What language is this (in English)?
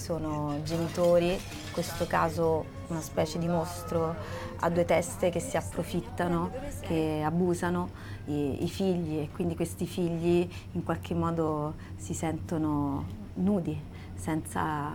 Italian